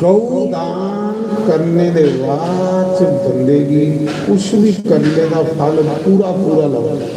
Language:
Dogri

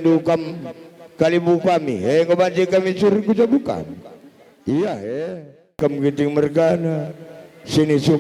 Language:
Batak Karo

